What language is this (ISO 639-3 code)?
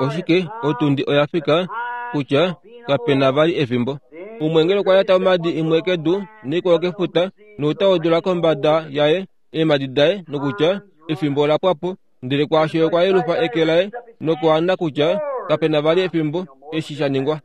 kua